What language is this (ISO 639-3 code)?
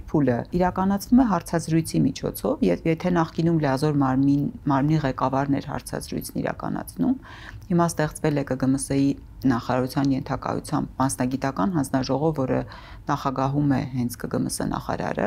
hye